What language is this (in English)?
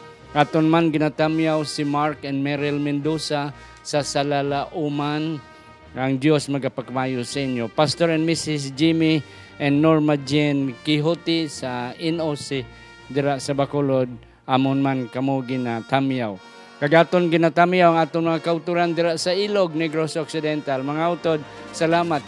Hiligaynon